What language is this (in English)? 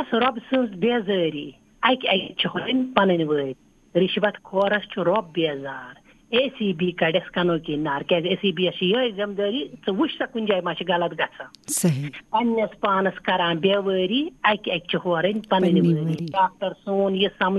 Kashmiri